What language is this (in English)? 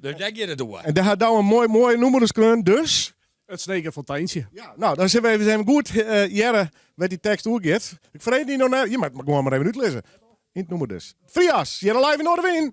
Western Frisian